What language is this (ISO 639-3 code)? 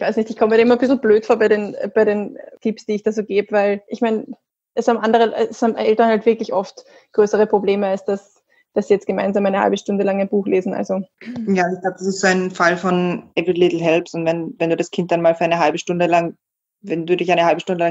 deu